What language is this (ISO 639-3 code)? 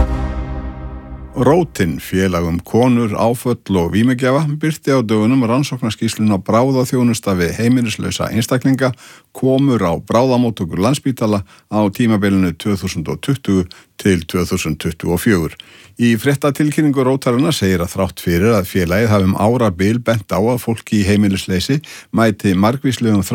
isl